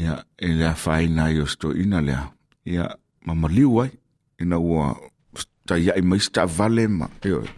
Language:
Samoan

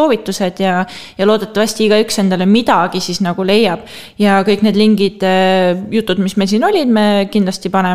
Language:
Estonian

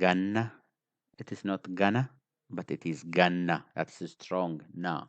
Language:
English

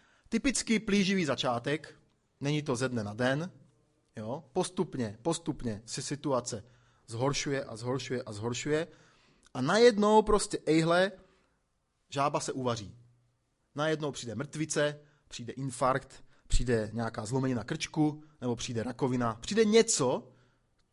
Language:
Czech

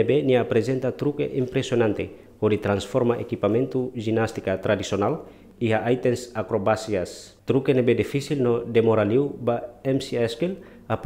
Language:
Tetum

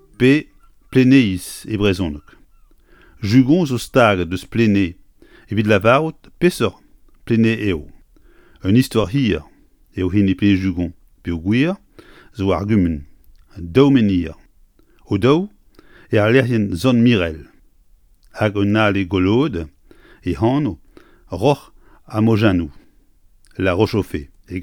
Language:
Breton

